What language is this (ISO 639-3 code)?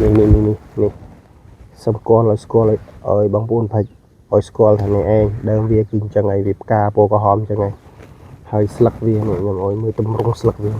khm